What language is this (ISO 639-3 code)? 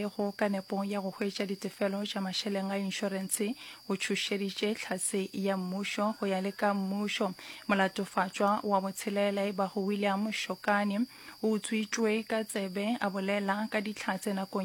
nso